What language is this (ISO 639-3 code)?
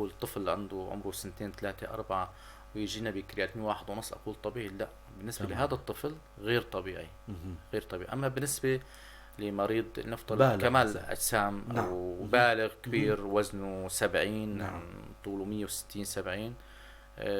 apc